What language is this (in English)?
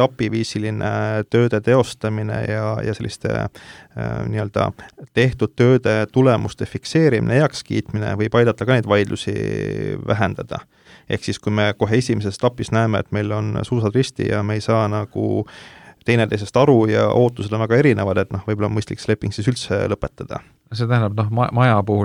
Estonian